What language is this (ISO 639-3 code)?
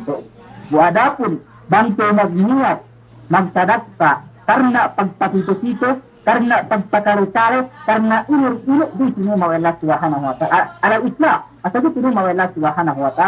yka